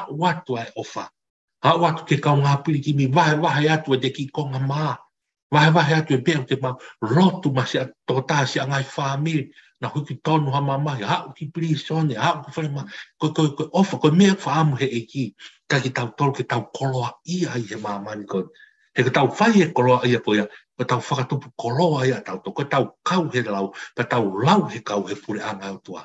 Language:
Tongan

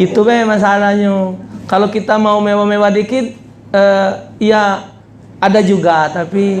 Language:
Musi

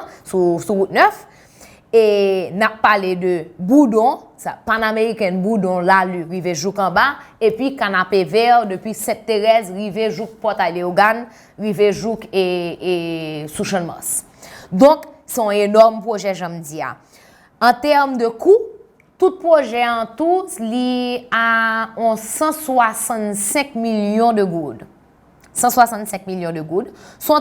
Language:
Haitian Creole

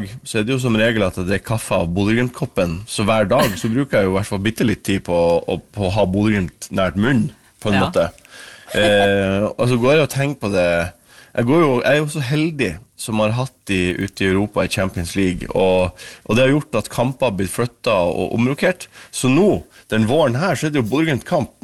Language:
Norwegian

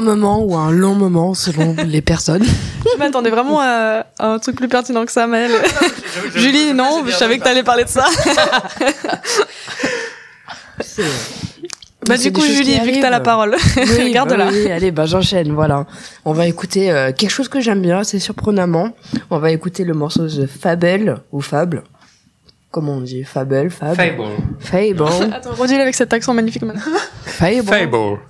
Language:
French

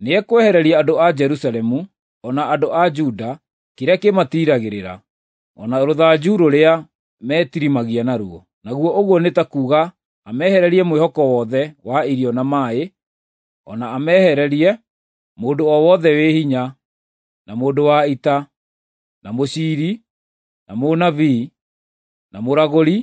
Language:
Kikuyu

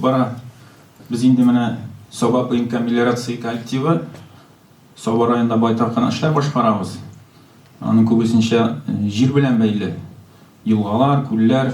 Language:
Tatar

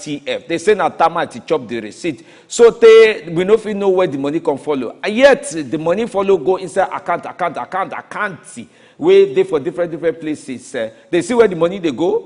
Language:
Nigerian Pidgin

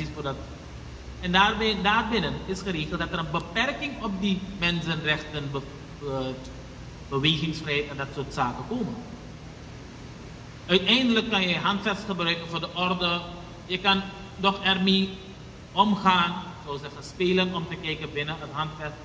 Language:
Dutch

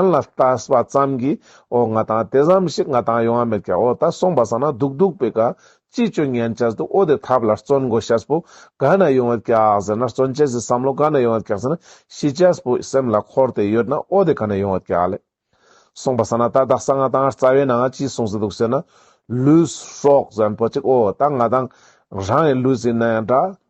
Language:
Ladakhi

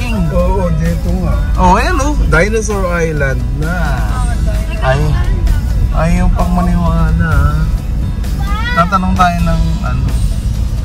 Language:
Filipino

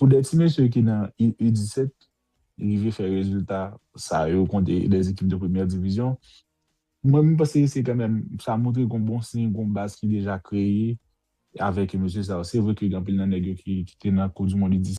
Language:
Haitian Creole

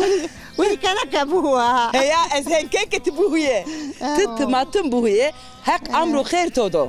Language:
Zaza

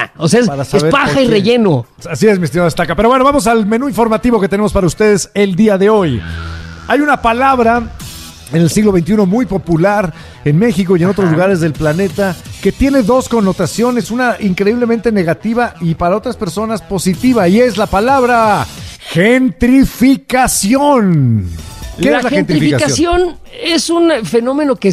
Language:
Spanish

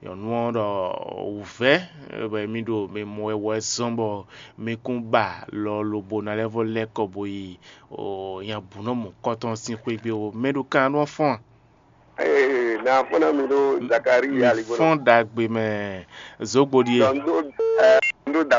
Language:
Fon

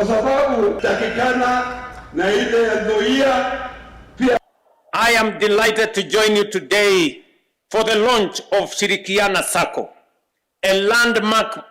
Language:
Kamba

